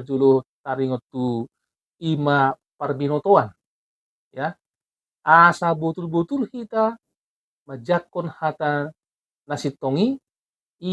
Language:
Batak Toba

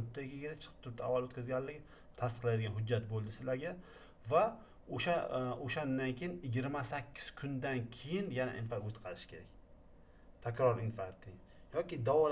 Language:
Uzbek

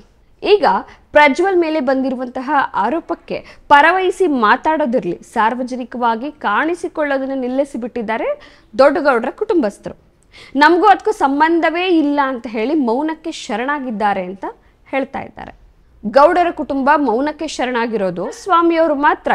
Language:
Kannada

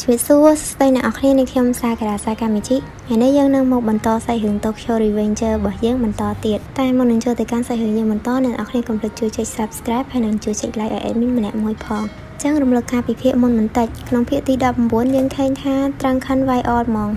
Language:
Khmer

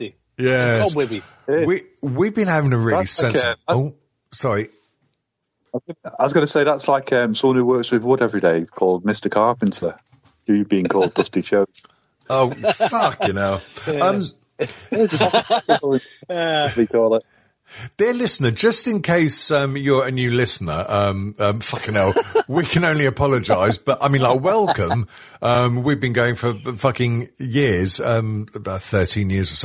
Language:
English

